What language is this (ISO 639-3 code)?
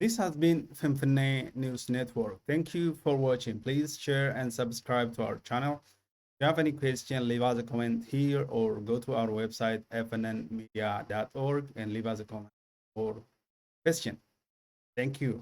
eng